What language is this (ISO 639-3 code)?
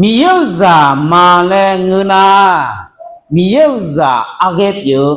ahk